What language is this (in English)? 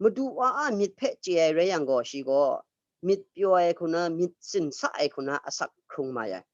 Kachin